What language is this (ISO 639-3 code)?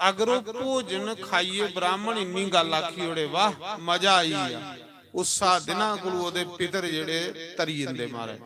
doi